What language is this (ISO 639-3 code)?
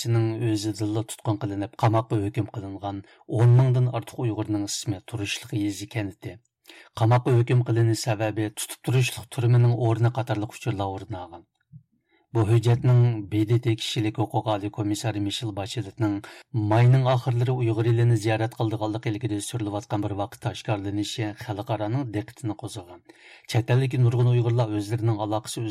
uig